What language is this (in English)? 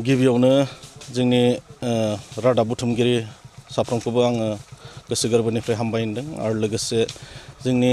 Bodo